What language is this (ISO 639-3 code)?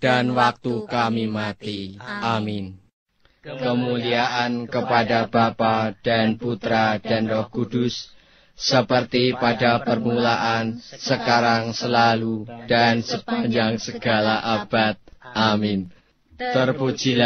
ind